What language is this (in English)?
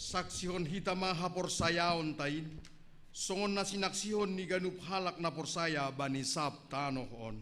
Batak Simalungun